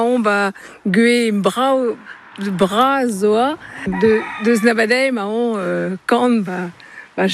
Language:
Breton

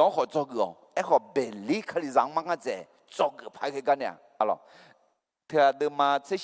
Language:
Akha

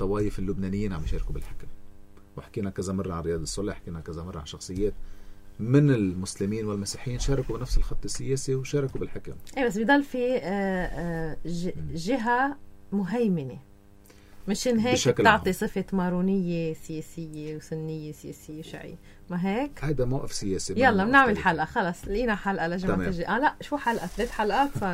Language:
North Levantine Arabic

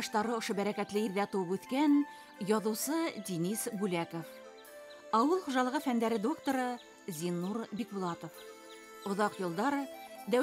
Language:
Bashkir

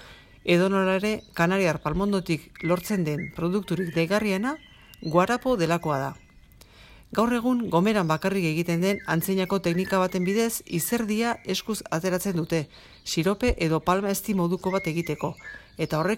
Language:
Basque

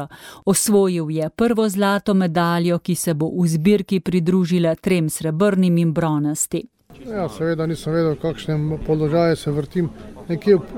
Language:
Slovenian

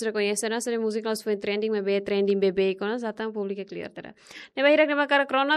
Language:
Tetum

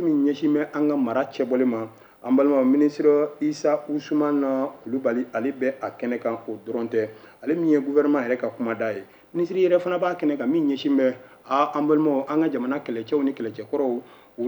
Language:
Bambara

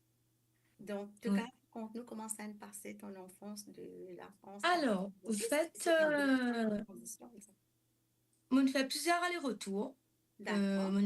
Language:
Morisyen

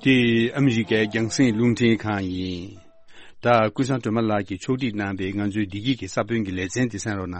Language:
Tibetan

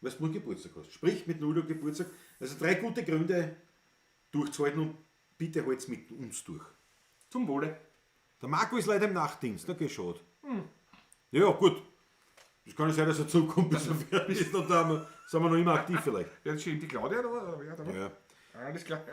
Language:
Bavarian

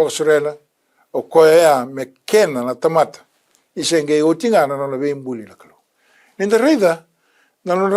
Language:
Fijian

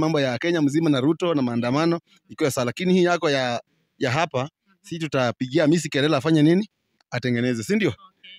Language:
Swahili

